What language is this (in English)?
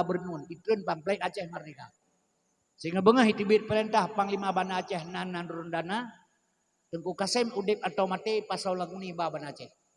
Achinese